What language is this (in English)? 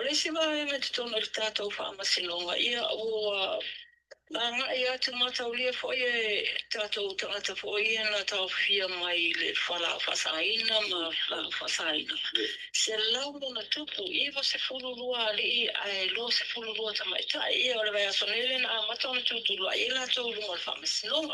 Samoan